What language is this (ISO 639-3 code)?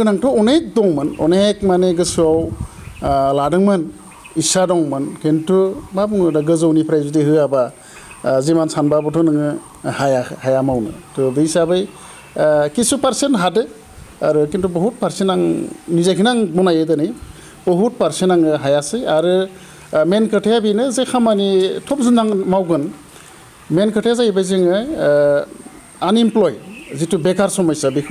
brx